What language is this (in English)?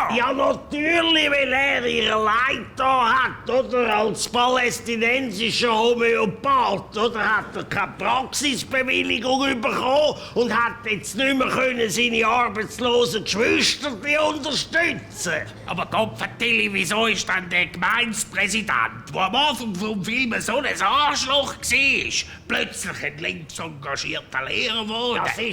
Swiss German